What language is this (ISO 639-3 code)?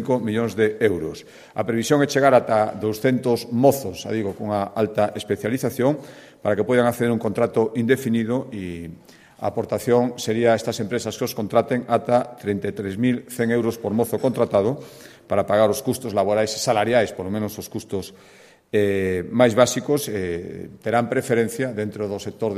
glg